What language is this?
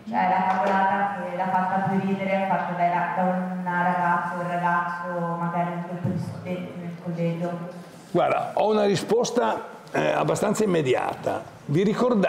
Italian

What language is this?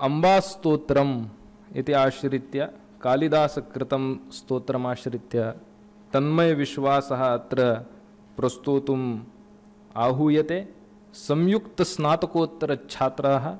Sanskrit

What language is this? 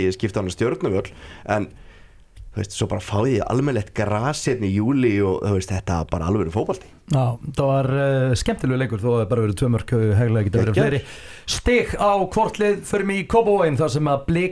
Icelandic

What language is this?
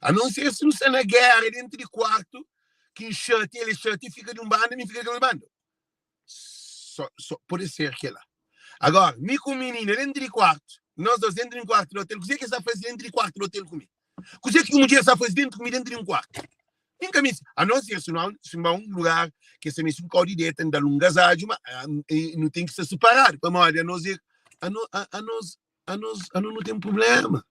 Kabuverdianu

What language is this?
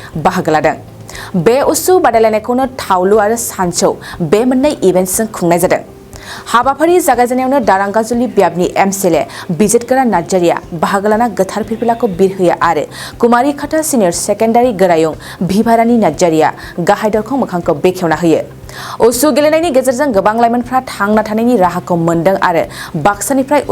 Bodo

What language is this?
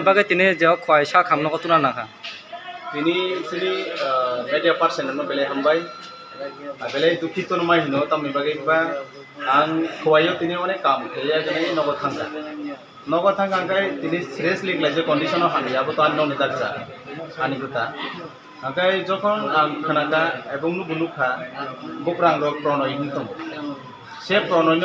Kok Borok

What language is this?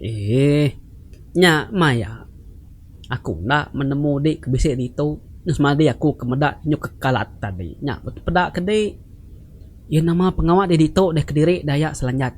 Iban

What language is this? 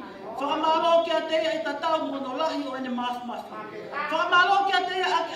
Tongan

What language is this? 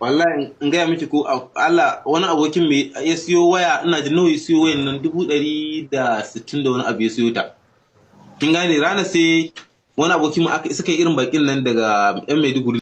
Hausa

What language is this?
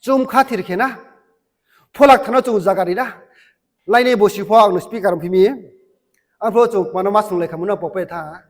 Riang (India)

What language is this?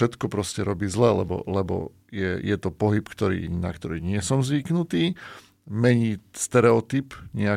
Slovak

